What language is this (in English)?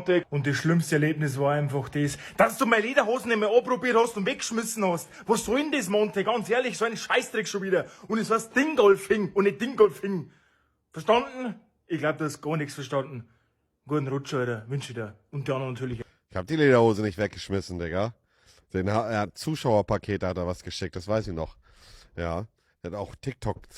Bavarian